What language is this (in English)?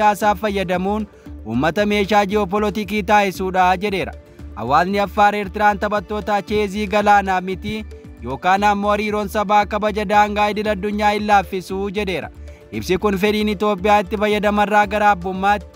Oromo